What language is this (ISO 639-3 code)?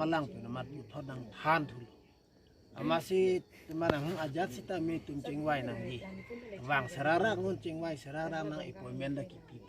mjw